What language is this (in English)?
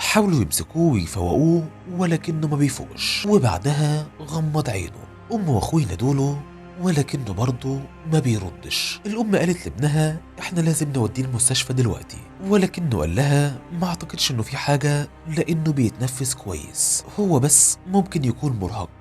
Egyptian Arabic